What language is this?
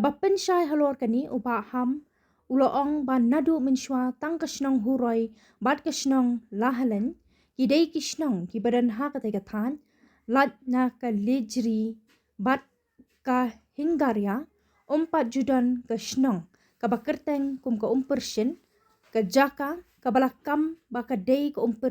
Khasi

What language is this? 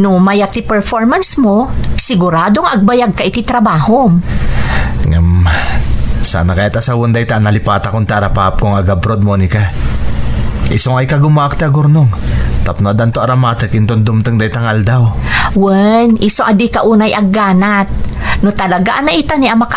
Iloko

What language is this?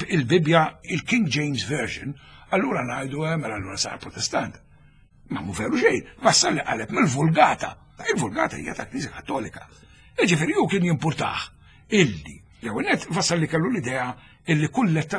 Maltese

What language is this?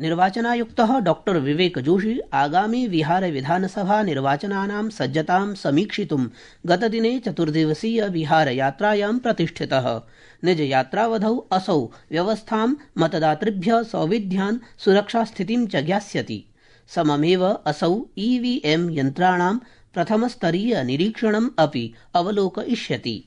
Sanskrit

